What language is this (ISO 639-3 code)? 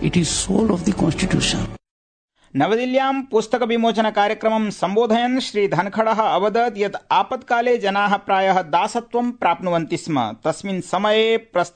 san